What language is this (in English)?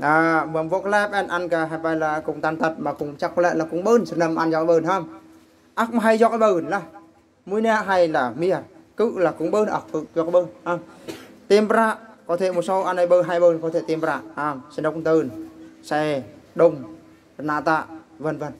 Eastern Bru